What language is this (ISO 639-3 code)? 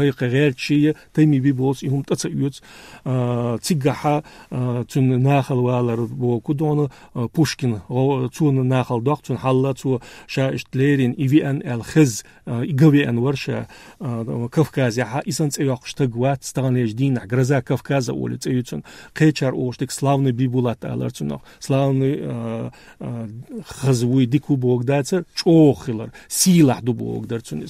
che